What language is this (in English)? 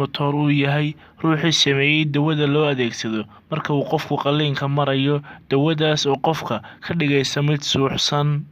Somali